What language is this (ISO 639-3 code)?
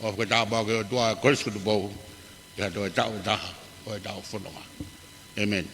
ton